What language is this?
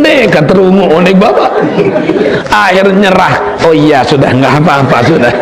Sasak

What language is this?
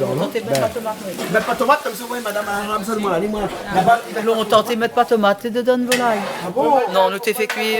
Réunion Creole French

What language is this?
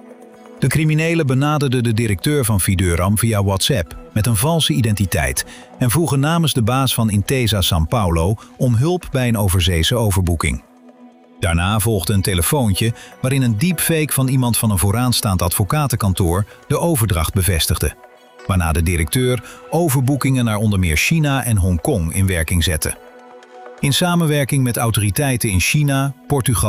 Dutch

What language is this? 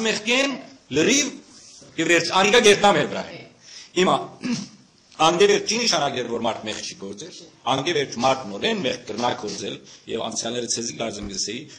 Western Armenian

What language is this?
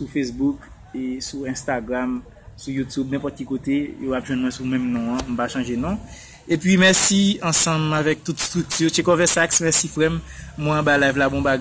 Haitian Creole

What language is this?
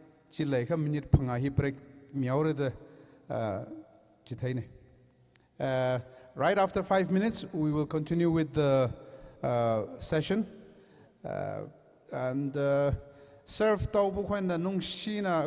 Tangkhul Naga (India)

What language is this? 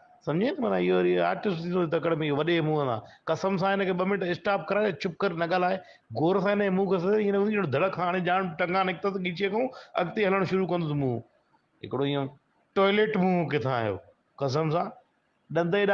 Sindhi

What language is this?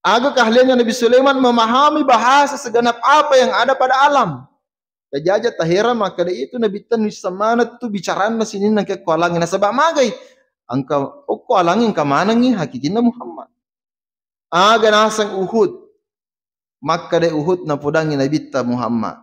Buginese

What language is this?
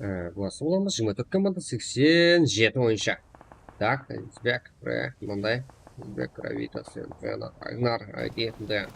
Kara-Kalpak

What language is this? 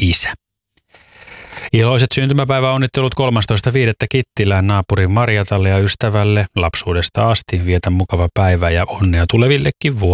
Finnish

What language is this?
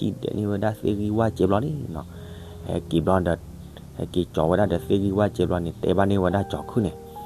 S'gaw Karen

